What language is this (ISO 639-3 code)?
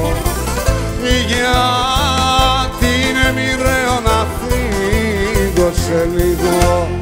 ell